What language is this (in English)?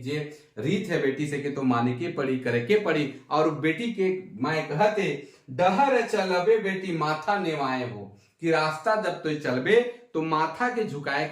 Sadri